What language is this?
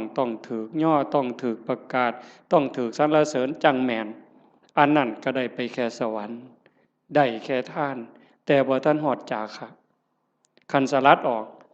Lao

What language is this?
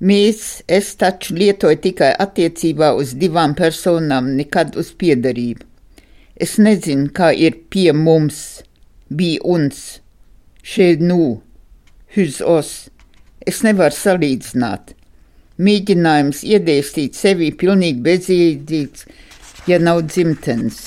Latvian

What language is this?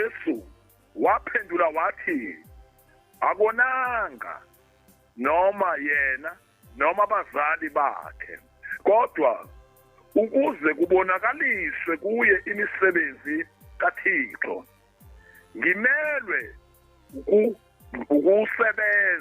Zulu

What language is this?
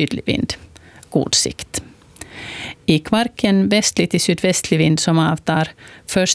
Swedish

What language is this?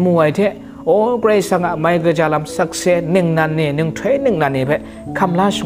Kachin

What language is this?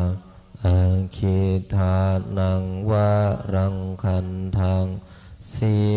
Pali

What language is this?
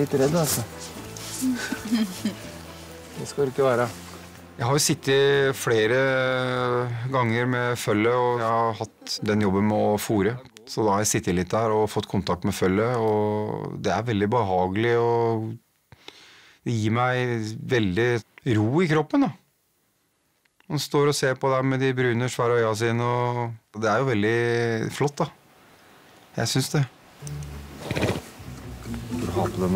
Norwegian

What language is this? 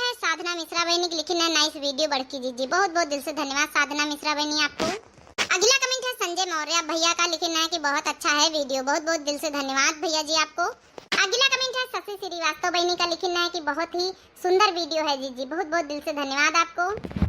Awadhi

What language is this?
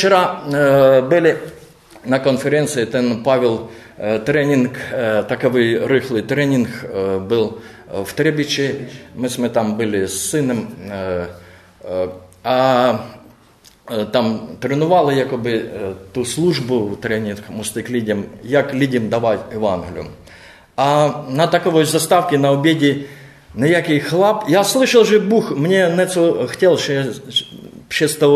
Czech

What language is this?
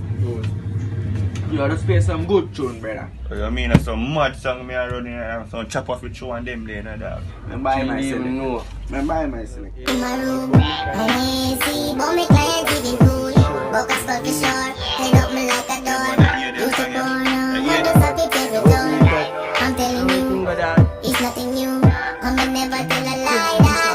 Jamaican Creole English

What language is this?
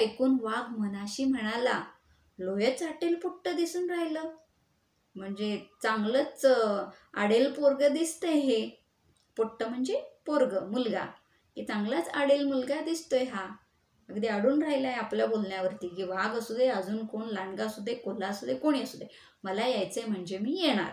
Marathi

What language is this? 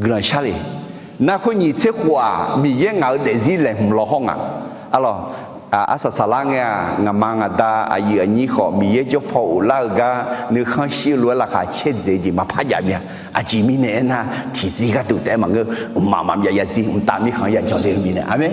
Akha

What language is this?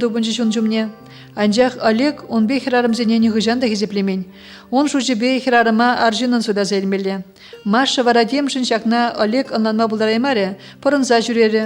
Chuvash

